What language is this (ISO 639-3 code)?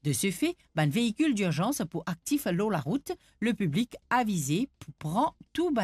mfe